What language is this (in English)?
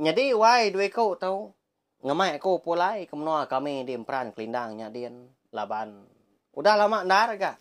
Iban